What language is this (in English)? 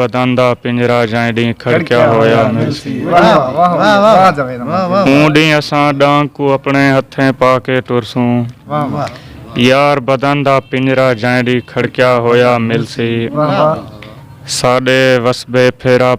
Saraiki